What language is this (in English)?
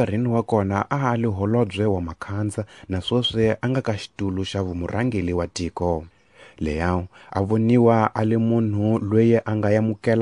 Tsonga